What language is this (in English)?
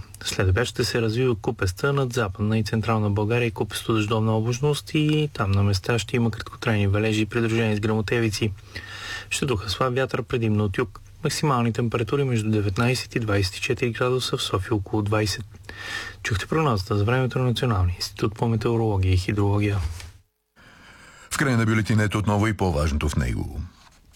Bulgarian